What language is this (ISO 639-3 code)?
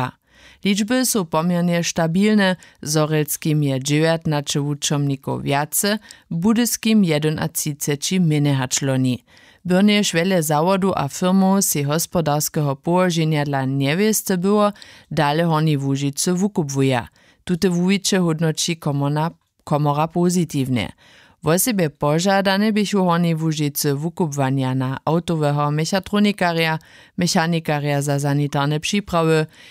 hsb